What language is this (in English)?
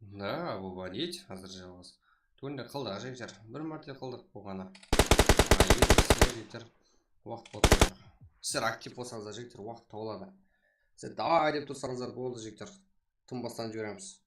Kara-Kalpak